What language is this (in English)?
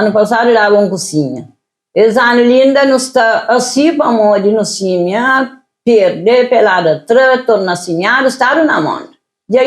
Kabuverdianu